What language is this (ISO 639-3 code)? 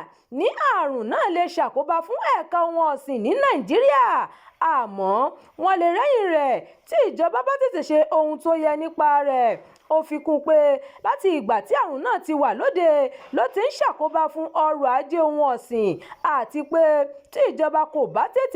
yor